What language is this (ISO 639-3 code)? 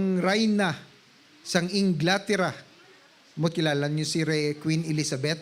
hil